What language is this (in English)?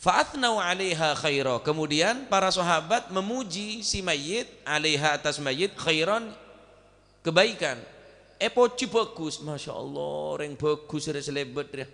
Madurese